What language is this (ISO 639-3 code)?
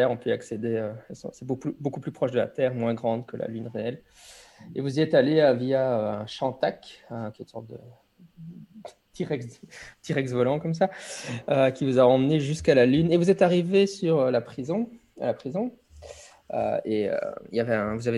fra